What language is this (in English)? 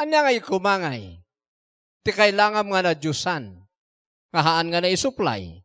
Iloko